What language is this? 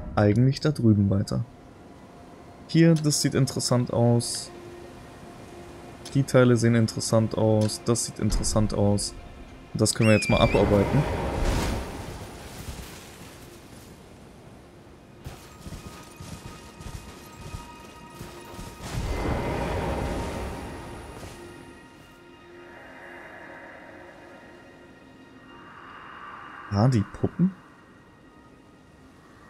German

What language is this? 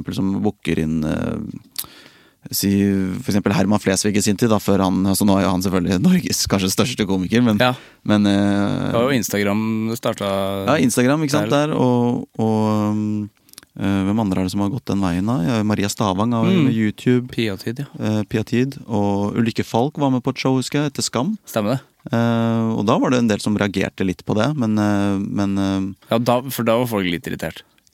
Norwegian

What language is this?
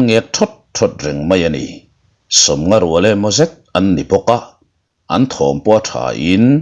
Mizo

